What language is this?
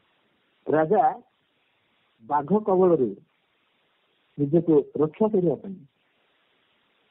Odia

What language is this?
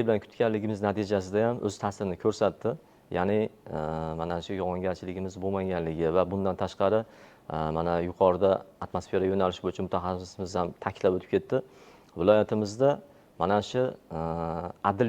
Uzbek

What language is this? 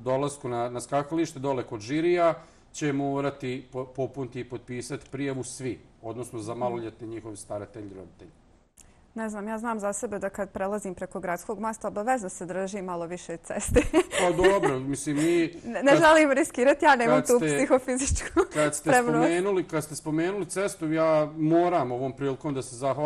Bosnian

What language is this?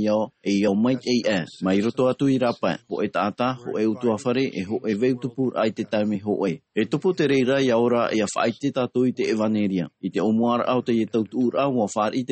Tahitian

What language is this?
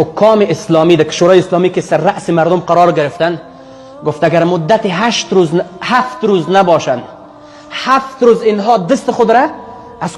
Persian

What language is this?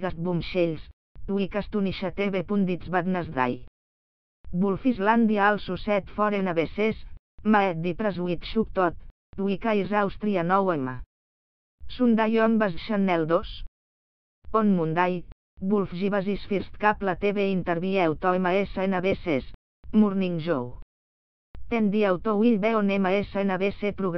English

